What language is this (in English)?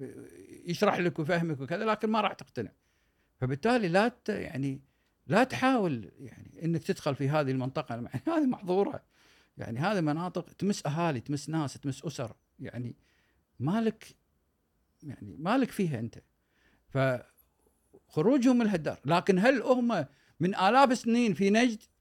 Gulf Arabic